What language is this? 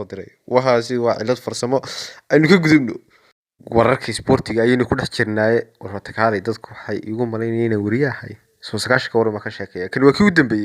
Somali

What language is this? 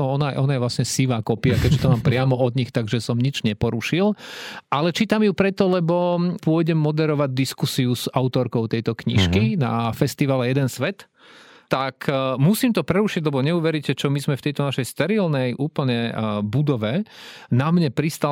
Slovak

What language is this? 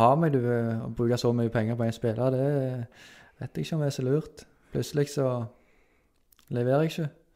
Norwegian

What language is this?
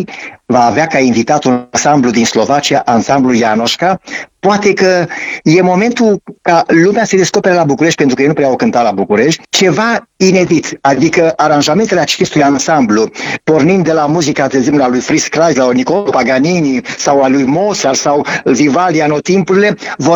Romanian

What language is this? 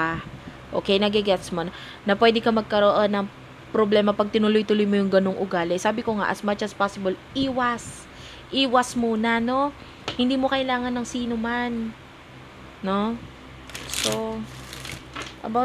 Filipino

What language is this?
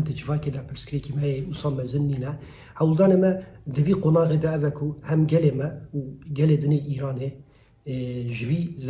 Kurdish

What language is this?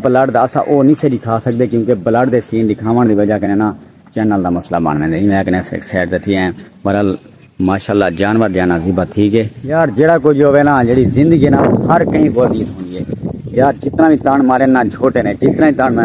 Saraiki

